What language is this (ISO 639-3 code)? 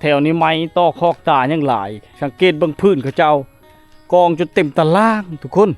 lao